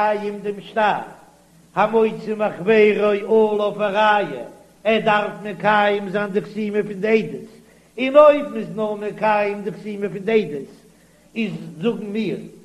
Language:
Yiddish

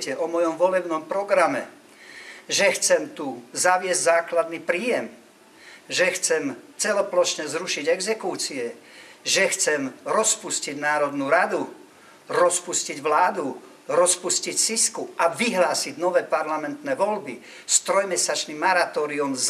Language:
Slovak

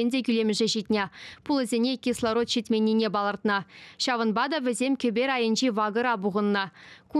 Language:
Chuvash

